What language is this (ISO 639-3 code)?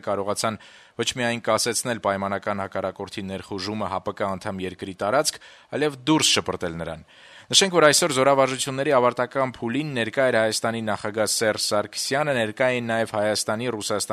hye